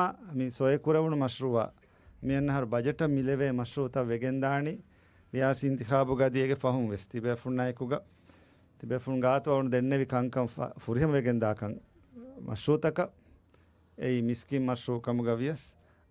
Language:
Divehi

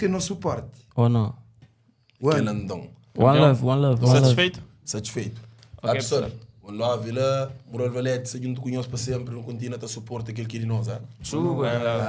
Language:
Kabuverdianu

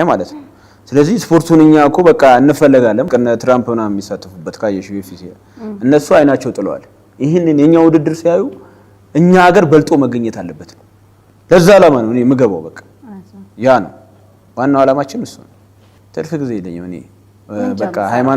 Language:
Amharic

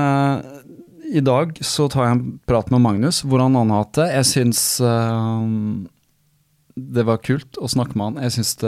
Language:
Norwegian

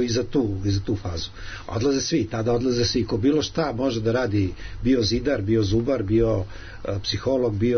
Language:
Serbian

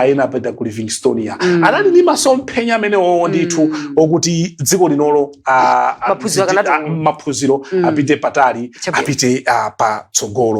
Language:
Nyanja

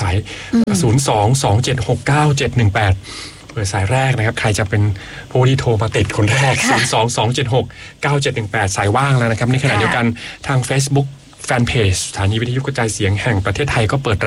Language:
Thai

